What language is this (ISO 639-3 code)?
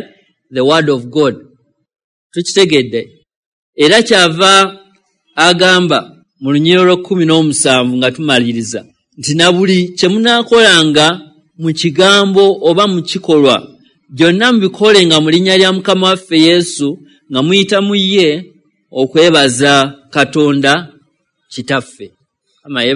lug